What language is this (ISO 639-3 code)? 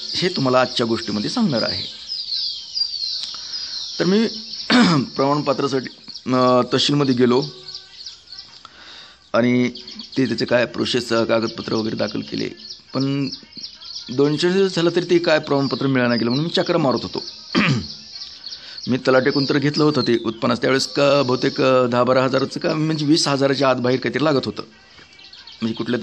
mar